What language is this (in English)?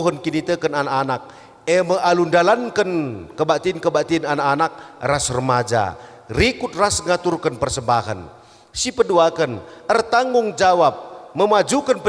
Batak Karo